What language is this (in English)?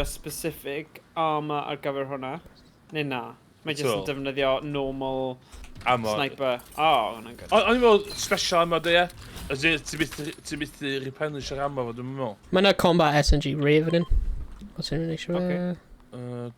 Welsh